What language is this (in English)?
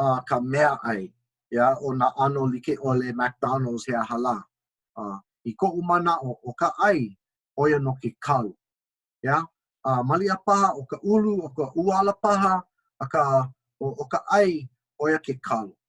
Hawaiian